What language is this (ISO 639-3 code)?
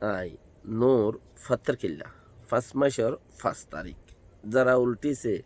rhg